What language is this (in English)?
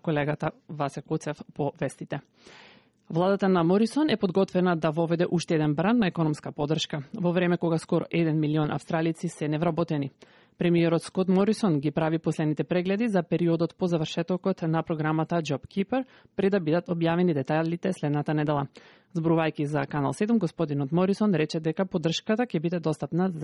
Macedonian